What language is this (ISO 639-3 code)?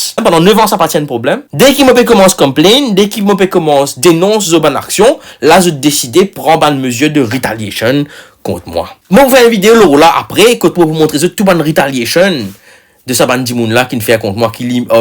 mfe